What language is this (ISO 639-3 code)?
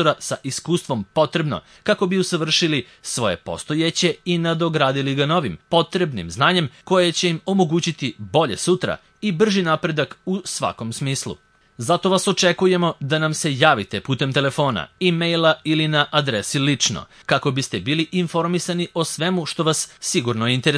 srp